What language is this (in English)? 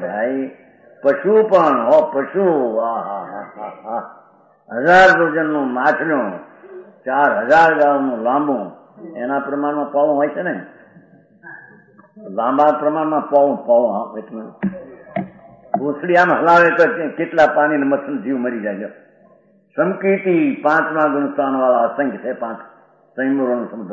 Gujarati